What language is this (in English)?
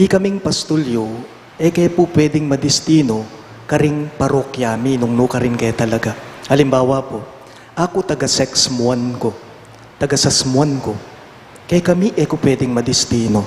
Pampanga